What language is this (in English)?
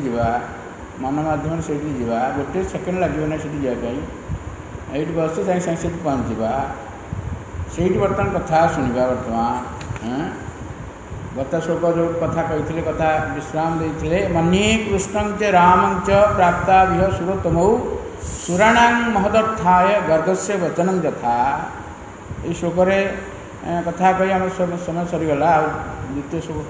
Odia